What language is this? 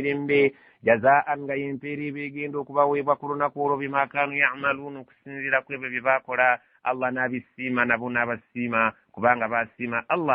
Ganda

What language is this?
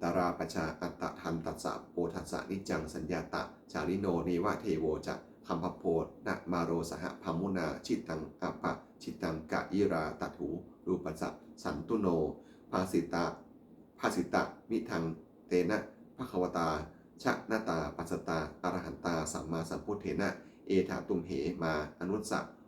Pali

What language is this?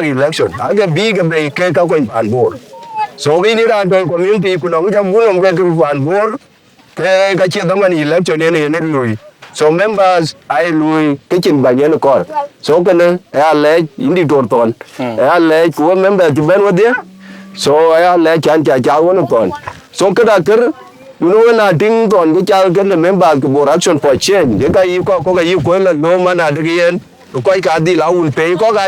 Dinka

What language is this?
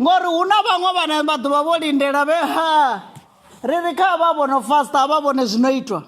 Venda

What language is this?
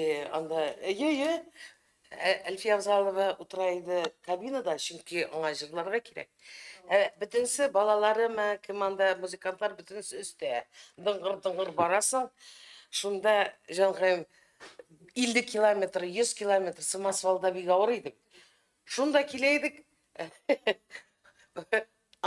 Tatar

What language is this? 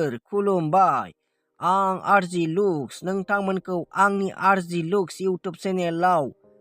Bodo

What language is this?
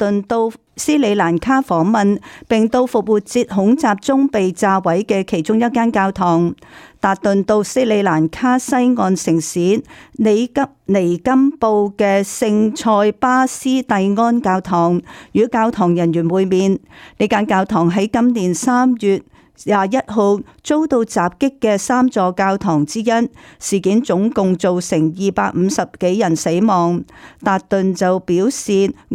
Cantonese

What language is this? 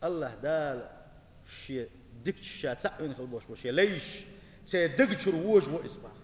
Chechen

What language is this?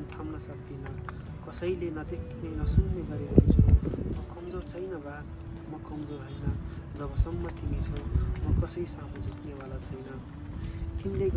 Nepali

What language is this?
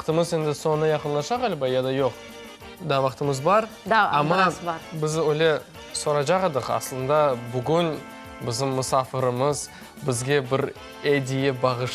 Crimean Tatar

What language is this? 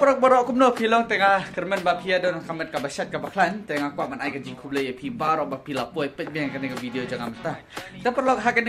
Khasi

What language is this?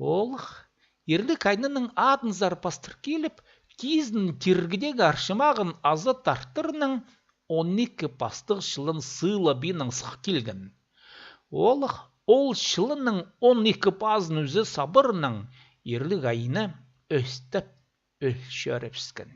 Khakas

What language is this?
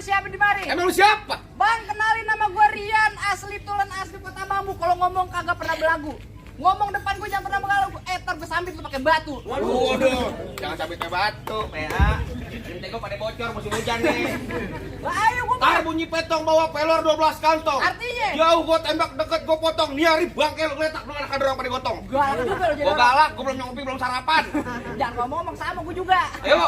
Betawi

